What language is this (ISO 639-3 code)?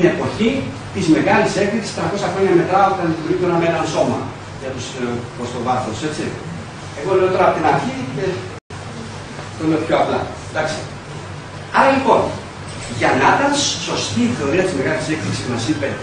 ell